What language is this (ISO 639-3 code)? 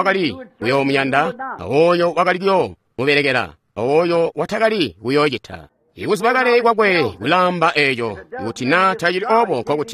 toi